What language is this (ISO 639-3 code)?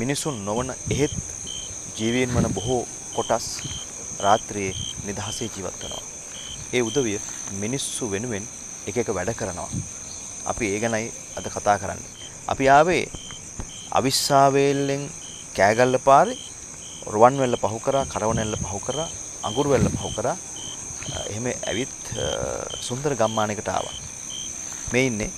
sin